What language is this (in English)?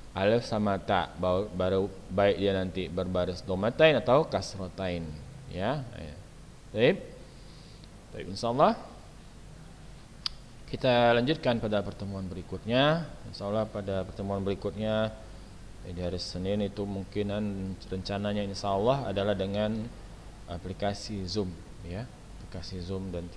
Indonesian